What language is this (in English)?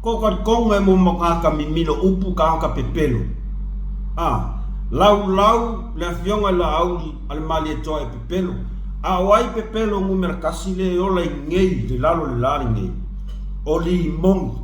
Samoan